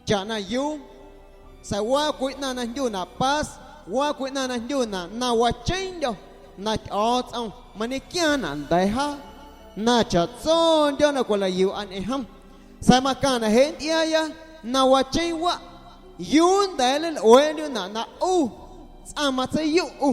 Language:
Guerrero Amuzgo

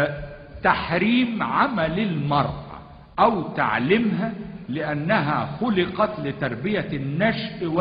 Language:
Egyptian Arabic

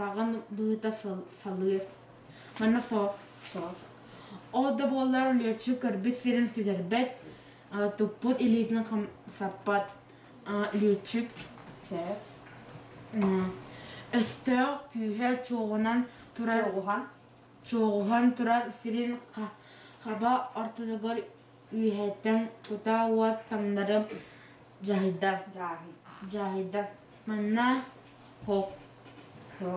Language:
Yakut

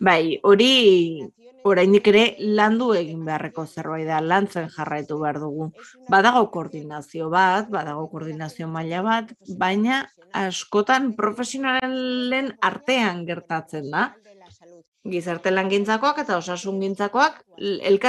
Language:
Basque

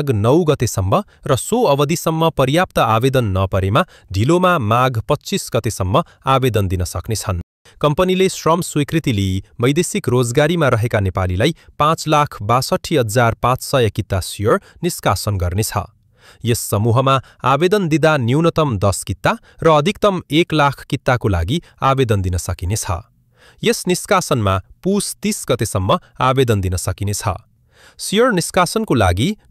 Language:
Nepali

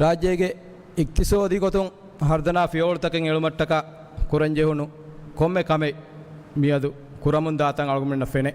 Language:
Divehi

